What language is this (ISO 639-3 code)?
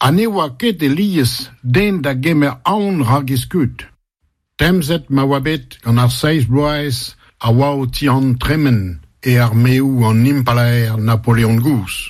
bre